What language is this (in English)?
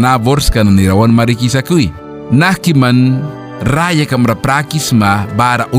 Mískito